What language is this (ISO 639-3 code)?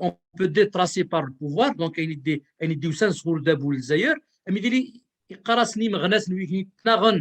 kab